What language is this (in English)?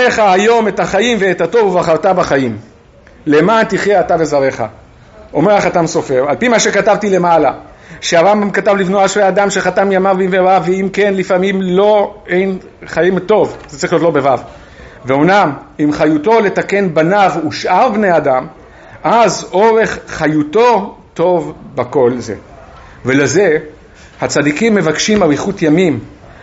Hebrew